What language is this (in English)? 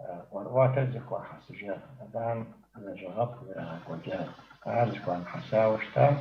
Kabardian